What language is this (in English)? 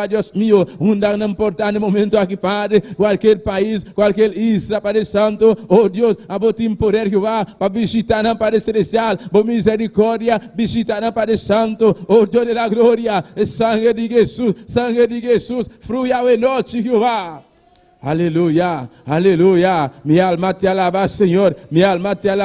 Papiamento